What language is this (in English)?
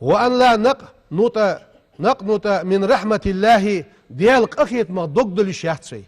Ingush